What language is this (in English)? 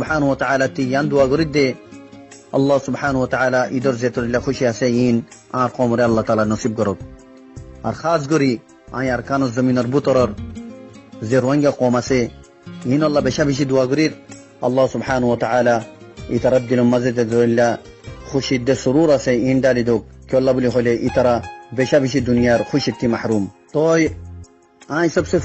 Rohingya